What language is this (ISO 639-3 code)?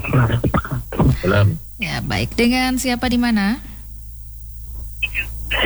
ind